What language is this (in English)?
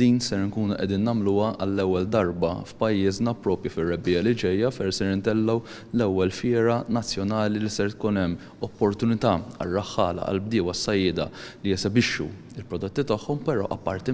Maltese